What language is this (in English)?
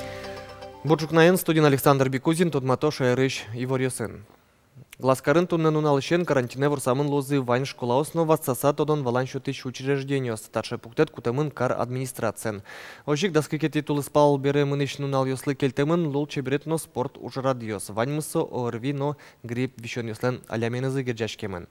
Udmurt